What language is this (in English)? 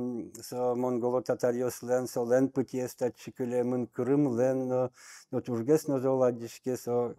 Udmurt